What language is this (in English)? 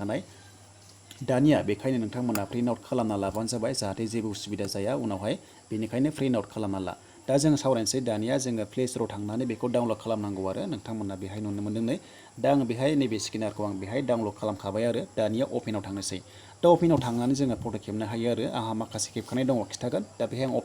Bodo